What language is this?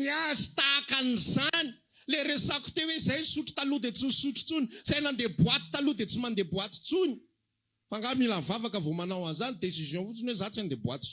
Malagasy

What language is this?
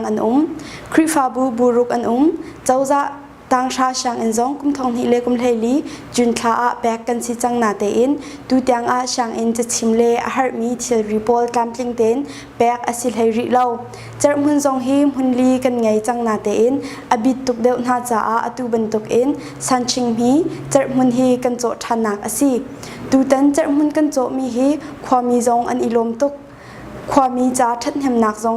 Hakha Chin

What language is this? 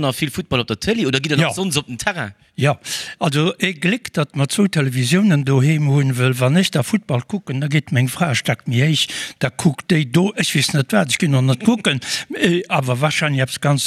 Luxembourgish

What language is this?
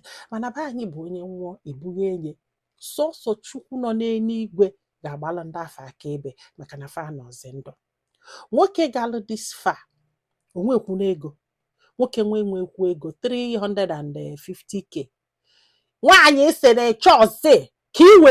Igbo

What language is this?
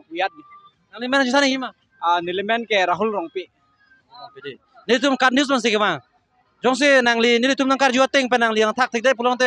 Karbi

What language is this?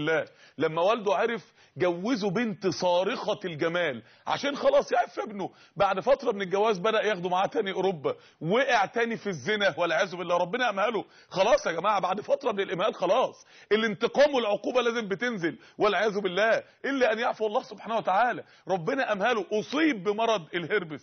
Egyptian Arabic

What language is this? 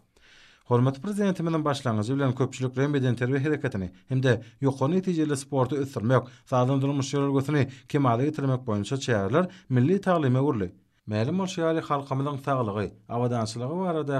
Turkmen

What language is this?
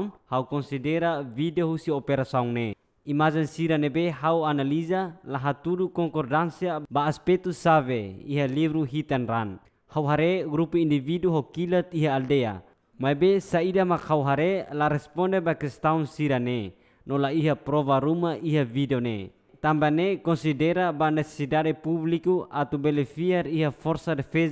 Tetum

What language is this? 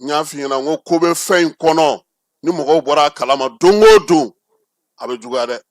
Bambara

